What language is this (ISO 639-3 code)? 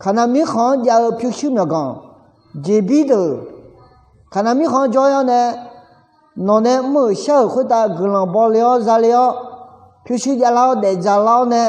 ahk